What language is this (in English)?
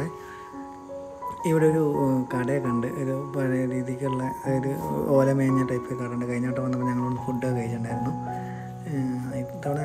Malayalam